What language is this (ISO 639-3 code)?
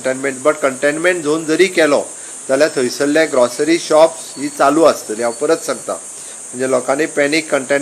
kok